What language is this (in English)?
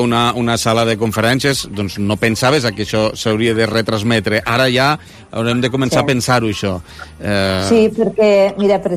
Catalan